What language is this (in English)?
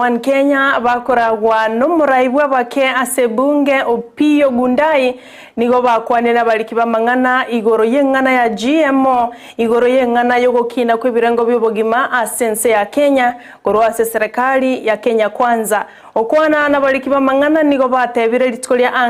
Gusii